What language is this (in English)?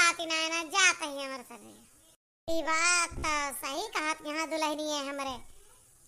Awadhi